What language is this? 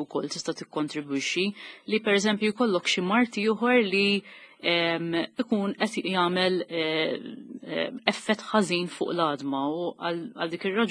Maltese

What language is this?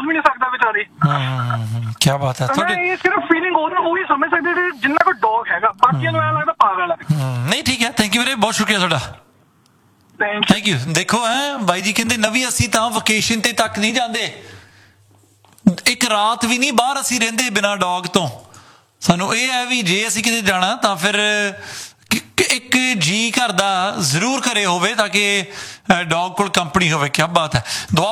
Punjabi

